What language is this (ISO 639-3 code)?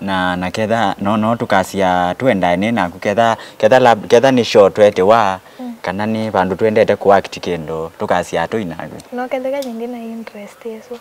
kam